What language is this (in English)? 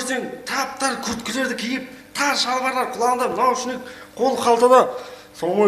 Kara-Kalpak